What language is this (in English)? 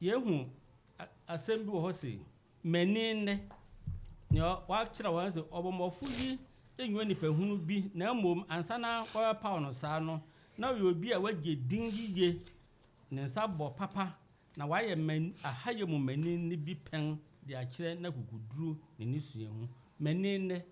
Akan